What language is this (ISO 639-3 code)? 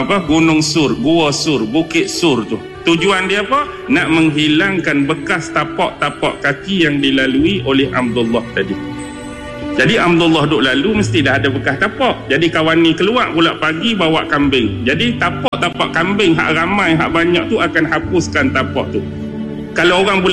msa